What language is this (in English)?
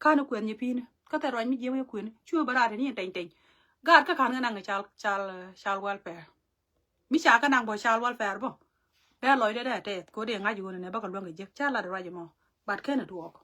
Nuer